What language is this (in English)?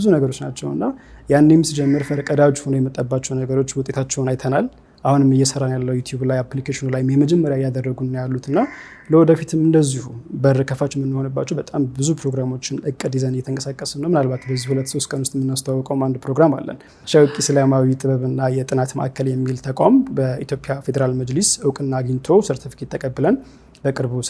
Amharic